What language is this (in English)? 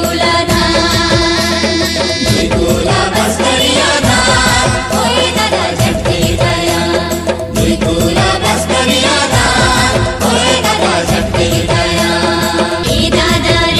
Halbi